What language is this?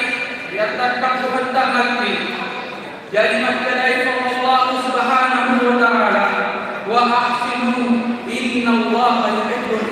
Buginese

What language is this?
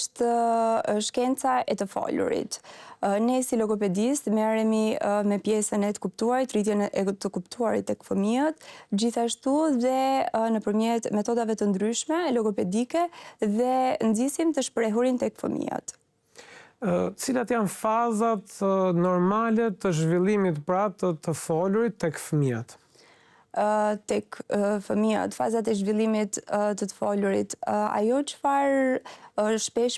Albanian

